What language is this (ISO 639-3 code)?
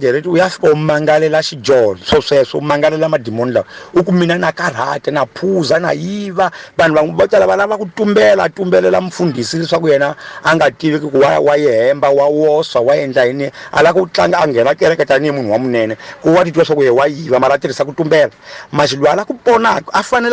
tso